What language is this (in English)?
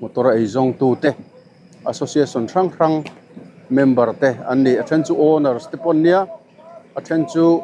Mizo